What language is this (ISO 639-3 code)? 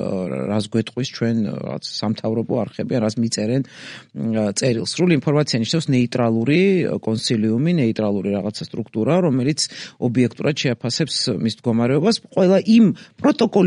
kat